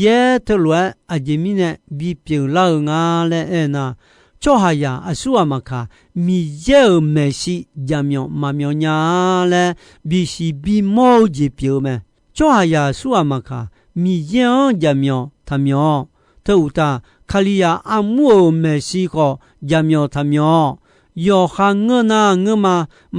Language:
Akha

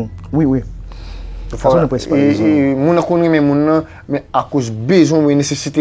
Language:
Haitian Creole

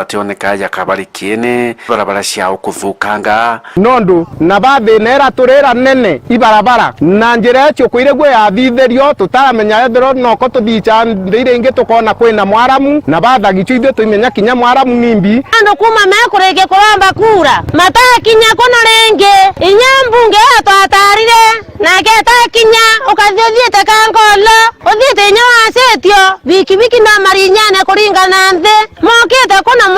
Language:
Meru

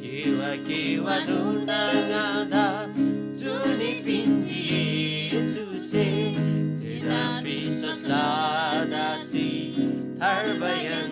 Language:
Eastern Tamang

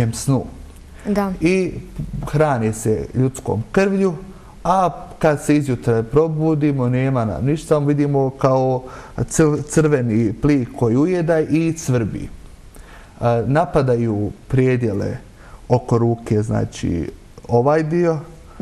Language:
Bosnian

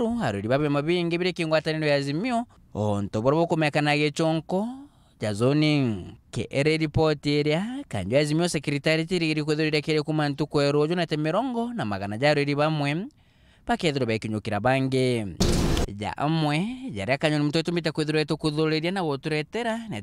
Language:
Meru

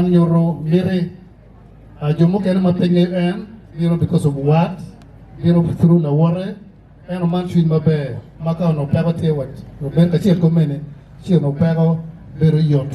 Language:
Acoli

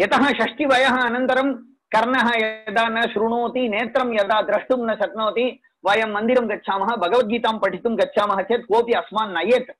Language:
Sanskrit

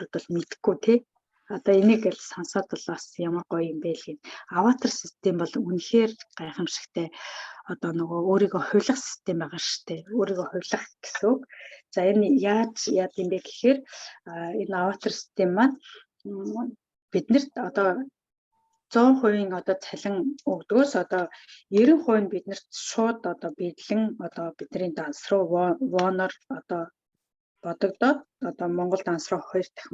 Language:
Mongolian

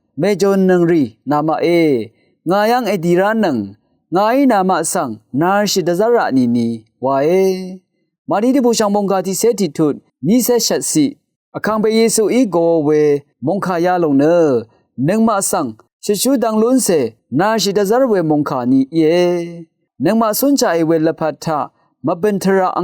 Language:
Rawang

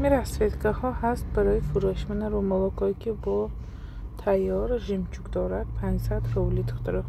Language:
Tajik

